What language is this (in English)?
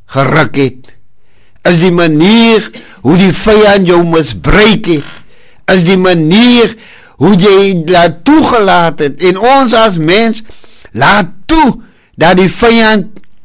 Afrikaans